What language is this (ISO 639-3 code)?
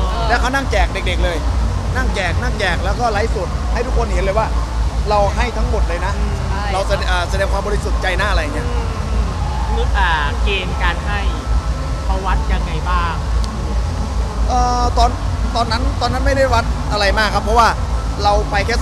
tha